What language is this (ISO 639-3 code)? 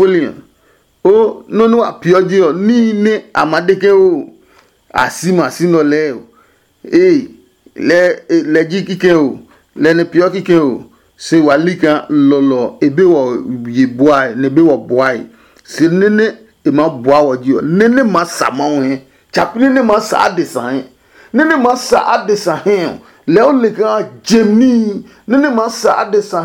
ada